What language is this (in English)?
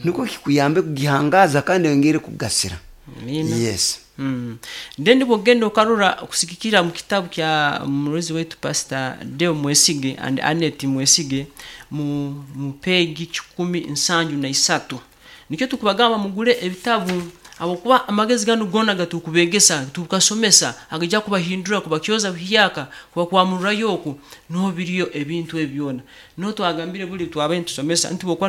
Nyoro